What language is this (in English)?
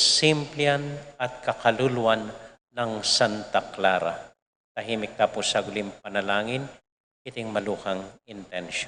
Pampanga